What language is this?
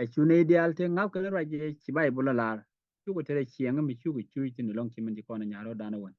Nuer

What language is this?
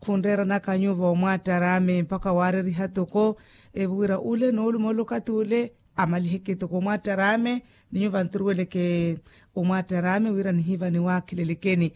Makhuwa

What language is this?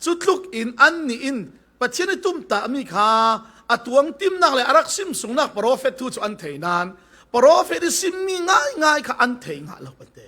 Falam Chin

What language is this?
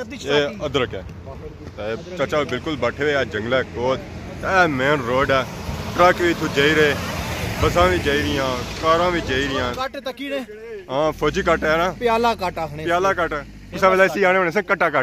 Pahari-Potwari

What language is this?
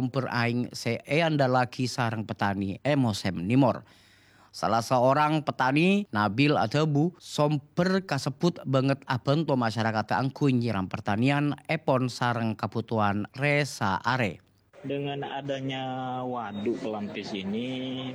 Madurese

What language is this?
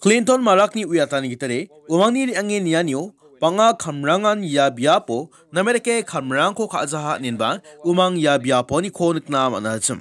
Garo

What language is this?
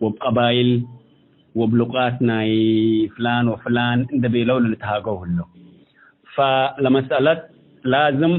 Tigre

